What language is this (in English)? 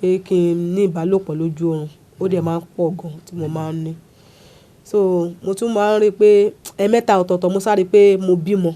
Yoruba